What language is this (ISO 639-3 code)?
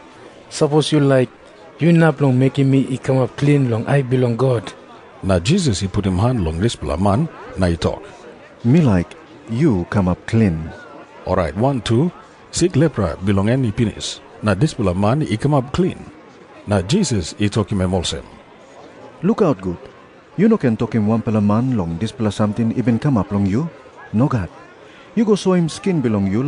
tpi